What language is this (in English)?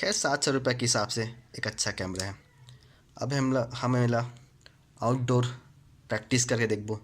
Chhattisgarhi